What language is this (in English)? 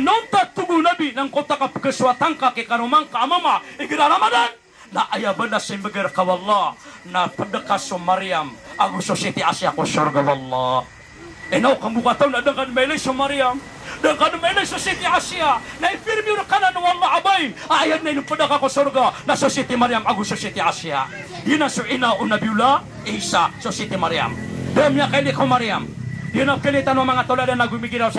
Maranao